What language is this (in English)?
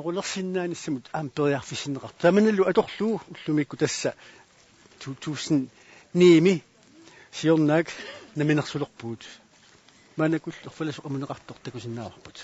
Kalaallisut